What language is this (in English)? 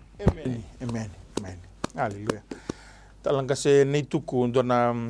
Fijian